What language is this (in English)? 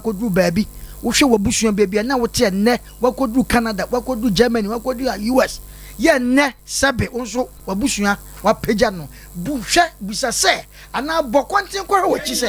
Akan